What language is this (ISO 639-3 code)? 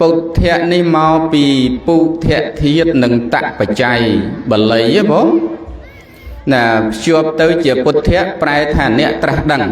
khm